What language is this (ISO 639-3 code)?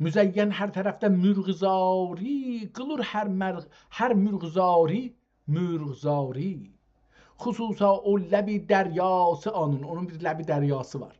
azb